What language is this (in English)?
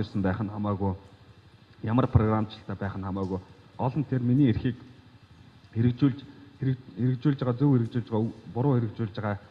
Mongolian